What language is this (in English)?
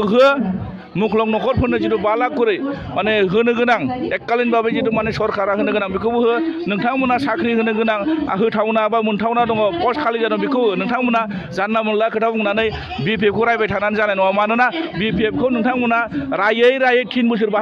Bodo